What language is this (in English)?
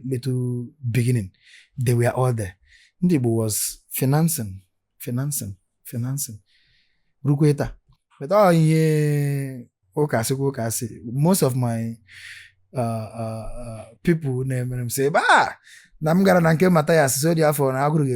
Igbo